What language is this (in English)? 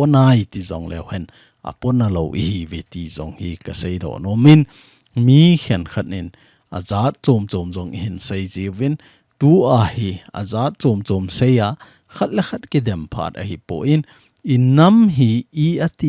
Thado Chin